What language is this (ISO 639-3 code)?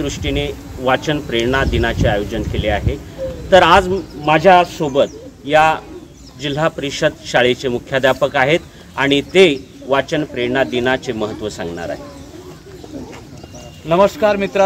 mar